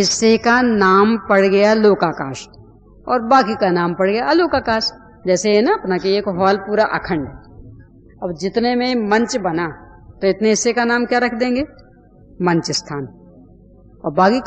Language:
Hindi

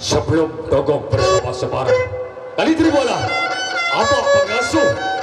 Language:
Sasak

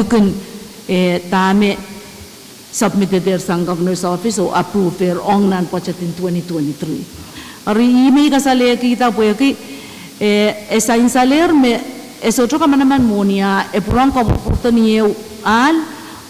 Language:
Pohnpeian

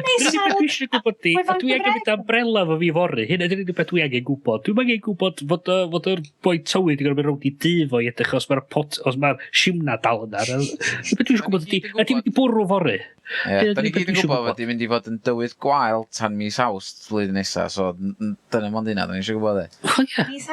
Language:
Welsh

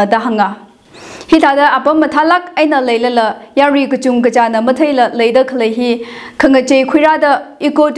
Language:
Tangkhul Naga (India)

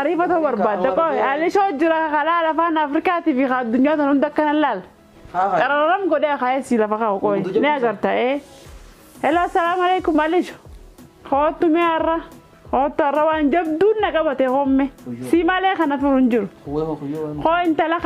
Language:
Oromo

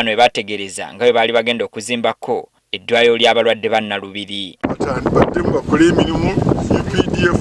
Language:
Ganda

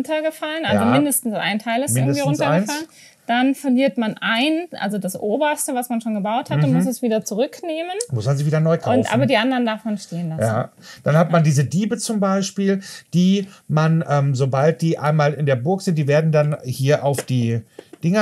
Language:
German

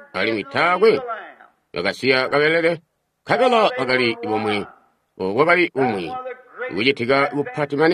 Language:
Tonga (Zambia)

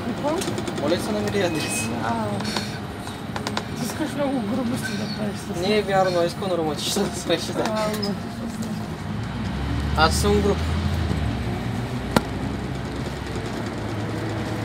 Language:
Bulgarian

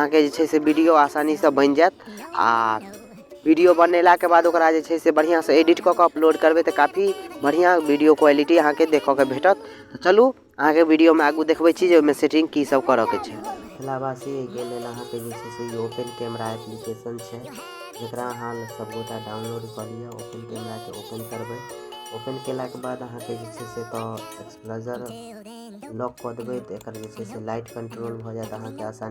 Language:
Maithili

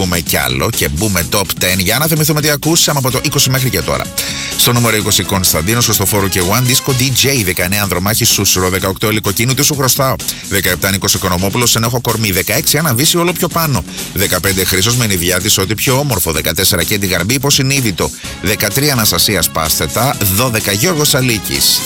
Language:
Greek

